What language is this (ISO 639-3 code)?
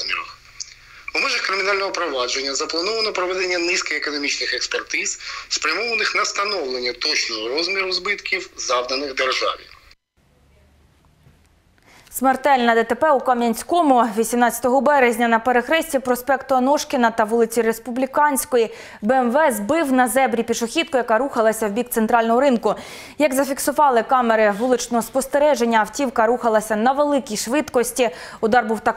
ukr